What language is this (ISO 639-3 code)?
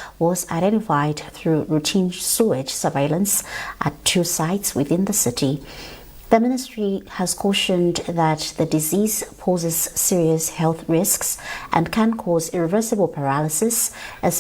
eng